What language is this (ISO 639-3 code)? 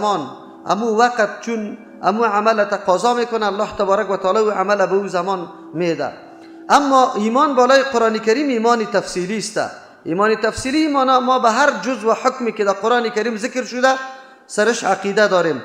fas